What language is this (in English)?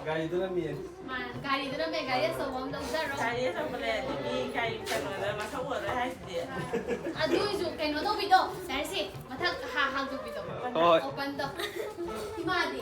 Manipuri